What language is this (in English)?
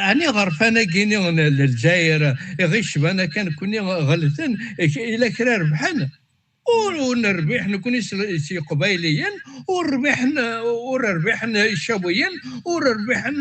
Kabyle